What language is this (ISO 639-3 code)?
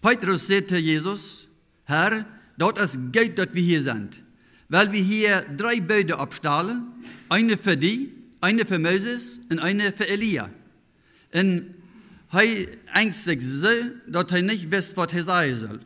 pdt